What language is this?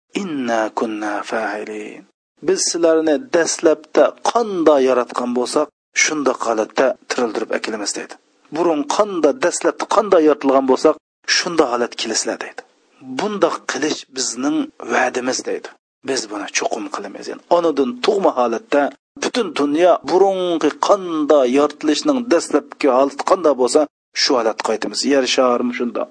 Uyghur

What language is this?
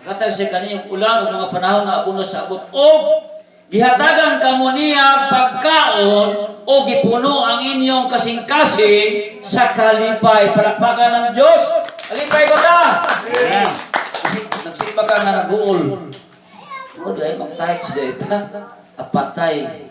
Cebuano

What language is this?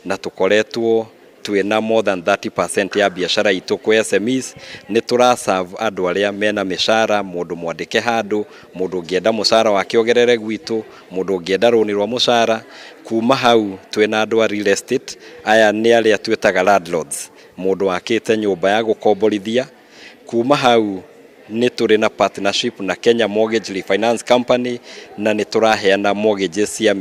Kikuyu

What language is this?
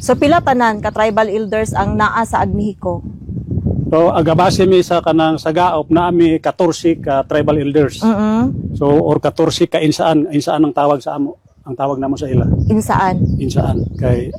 Cebuano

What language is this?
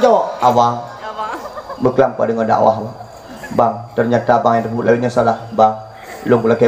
Achinese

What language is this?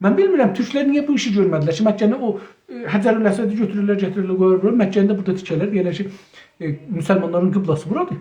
South Azerbaijani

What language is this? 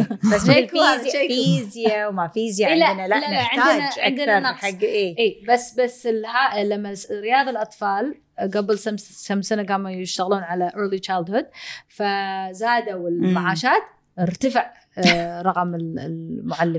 Gulf Arabic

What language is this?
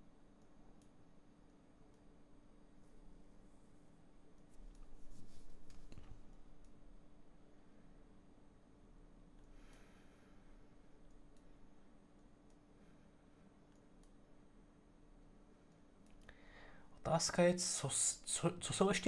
Czech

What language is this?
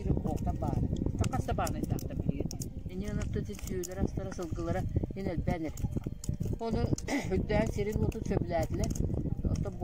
Yakut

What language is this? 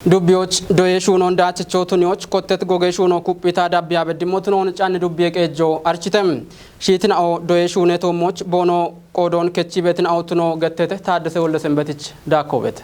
Kafa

